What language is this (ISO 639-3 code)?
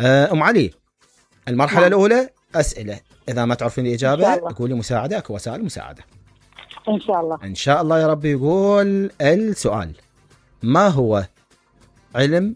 acm